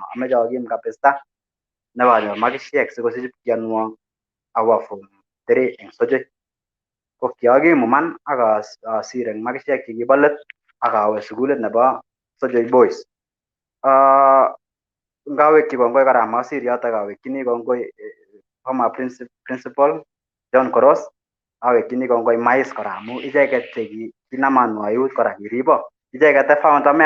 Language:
Kalenjin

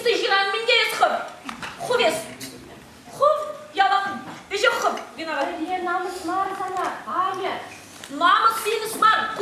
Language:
Chuvash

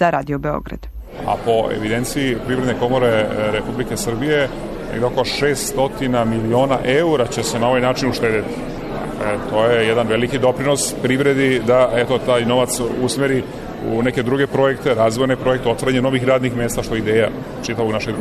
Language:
Serbian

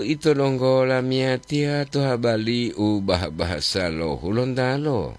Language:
Gorontalo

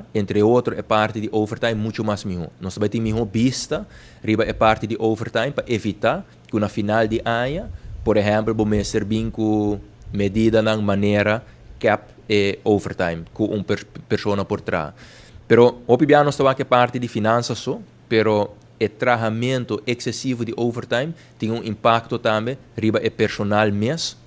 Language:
Papiamento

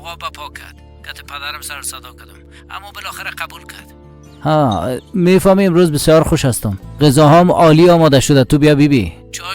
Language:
Persian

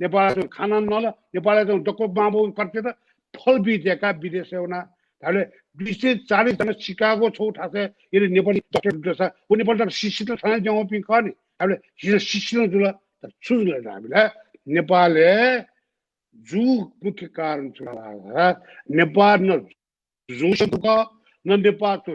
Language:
Newari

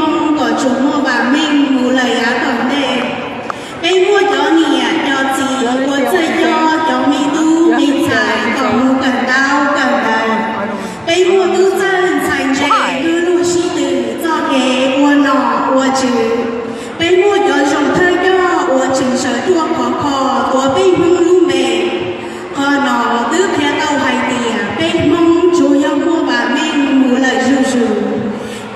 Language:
Hmong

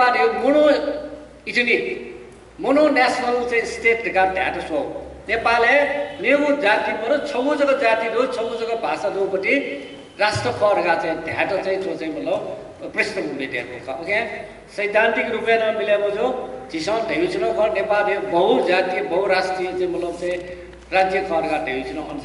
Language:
Newari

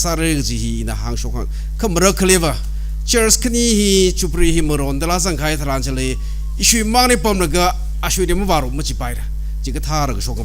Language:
Tangkhul Naga (India)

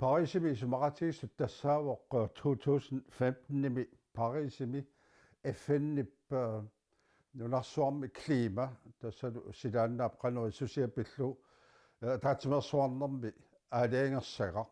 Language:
Kalaallisut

